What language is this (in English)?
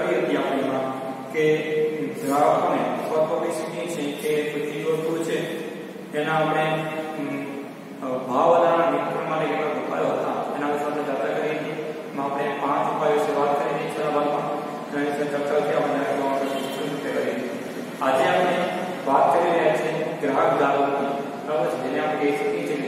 Gujarati